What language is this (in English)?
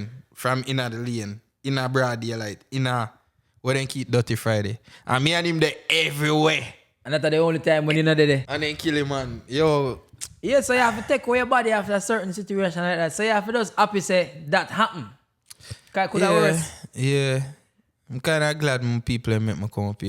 Jamaican Creole English